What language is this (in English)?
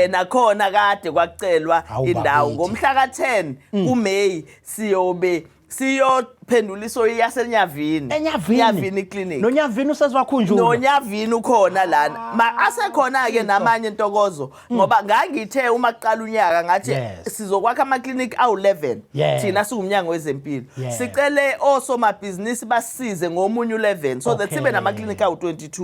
Zulu